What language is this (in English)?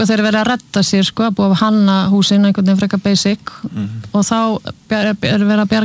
Icelandic